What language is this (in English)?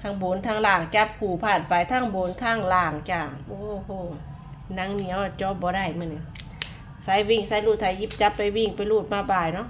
Northeastern Thai